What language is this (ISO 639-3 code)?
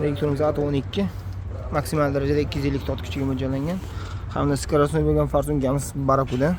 uzb